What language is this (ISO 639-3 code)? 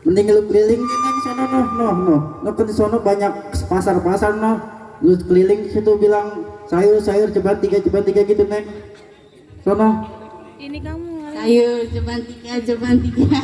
bew